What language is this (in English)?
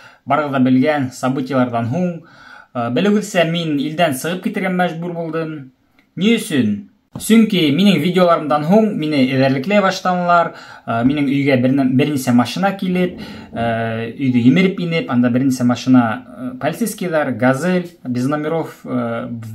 Bashkir